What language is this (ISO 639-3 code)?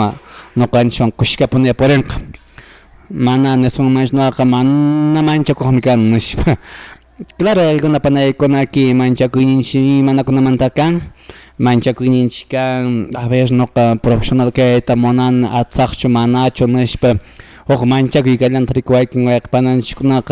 que